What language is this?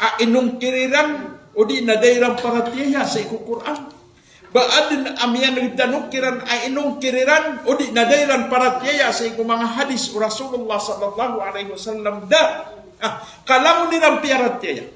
Maranao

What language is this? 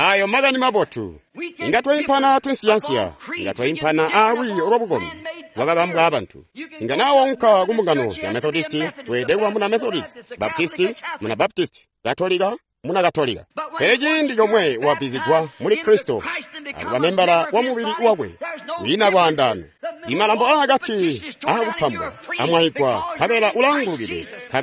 Tonga (Zambia)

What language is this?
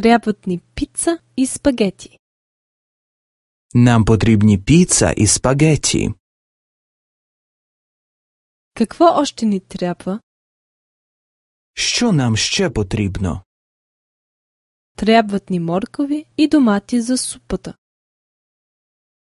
Bulgarian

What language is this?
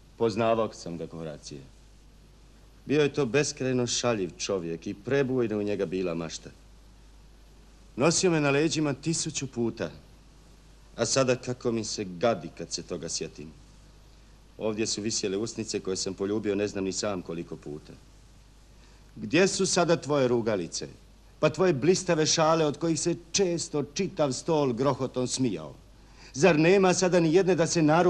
Croatian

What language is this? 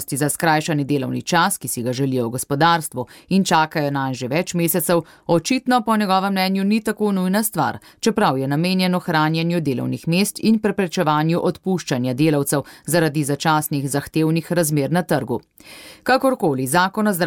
Slovenian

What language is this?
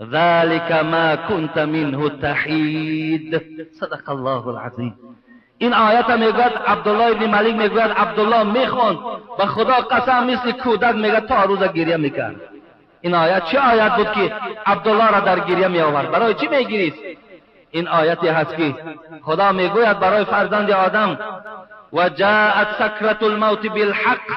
Tajik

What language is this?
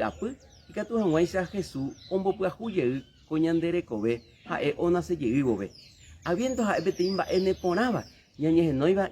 Guarani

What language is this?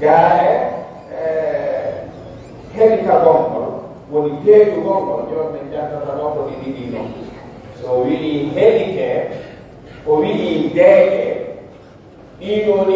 Pular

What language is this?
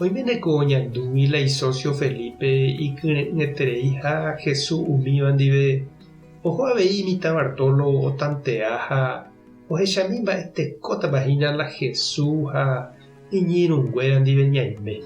Guarani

